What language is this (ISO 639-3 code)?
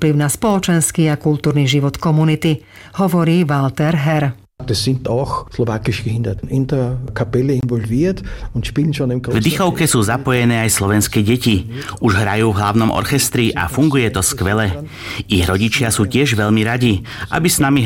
slk